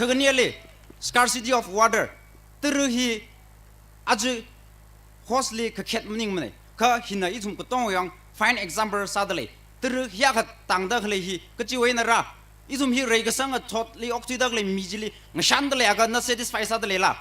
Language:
Tangkhul Naga (India)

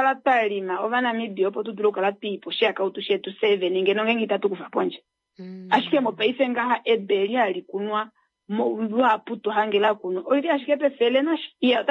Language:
Kuanyama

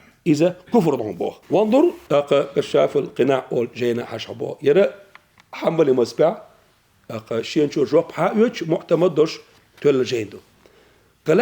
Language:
Chechen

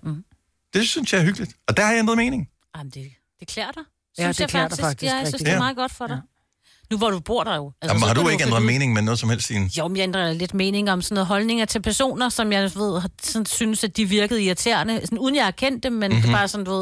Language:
Danish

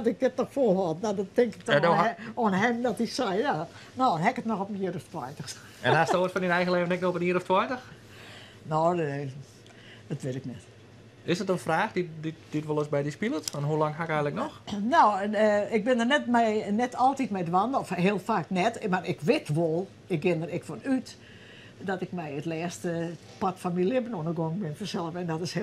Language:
Western Frisian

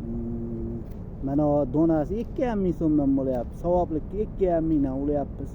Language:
Uzbek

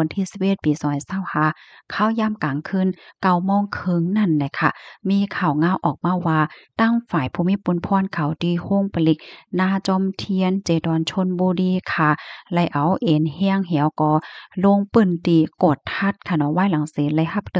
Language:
Shan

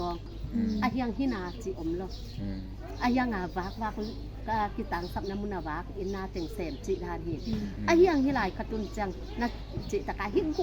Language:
Tedim Chin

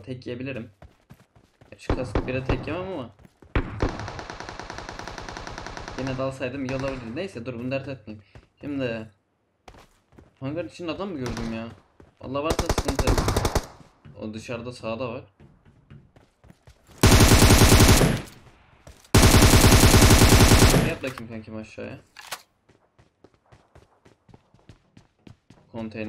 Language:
Turkish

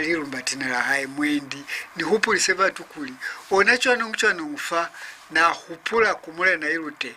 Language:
Lozi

